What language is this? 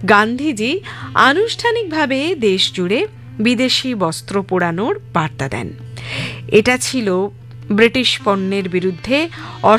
Bangla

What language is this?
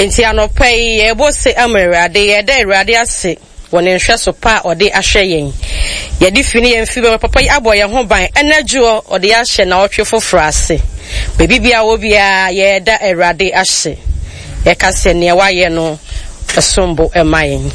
Akan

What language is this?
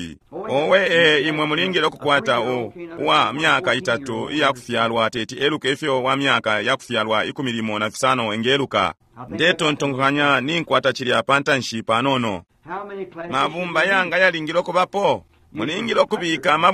Bemba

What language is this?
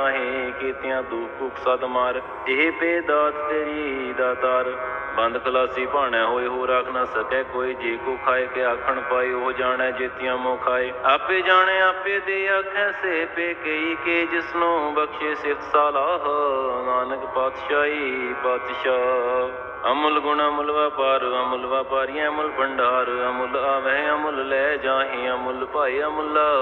Punjabi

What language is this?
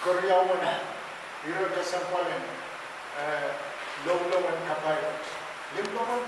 Pohnpeian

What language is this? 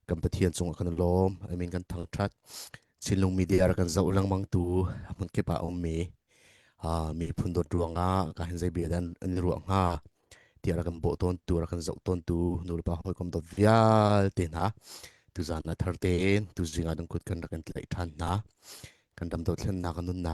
Hakha Chin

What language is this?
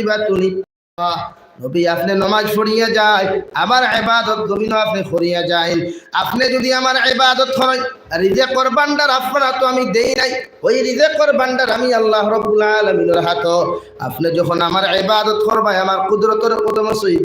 Sylheti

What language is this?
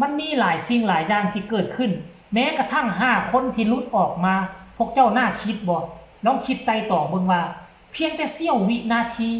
Northeastern Thai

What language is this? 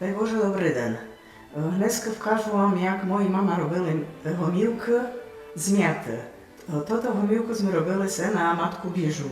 Rusyn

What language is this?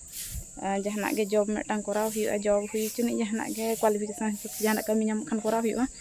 Santali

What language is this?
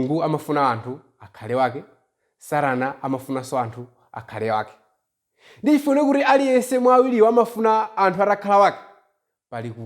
Nyanja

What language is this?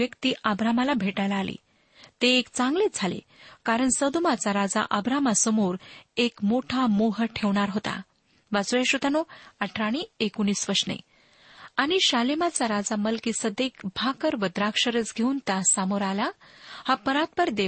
Marathi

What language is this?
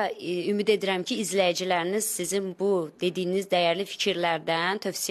Azerbaijani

